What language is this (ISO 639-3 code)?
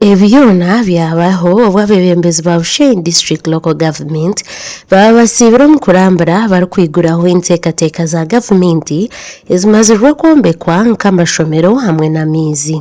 nyn